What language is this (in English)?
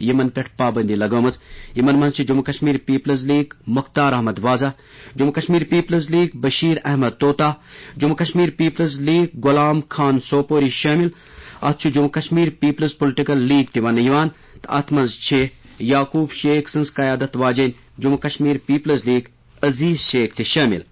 Kashmiri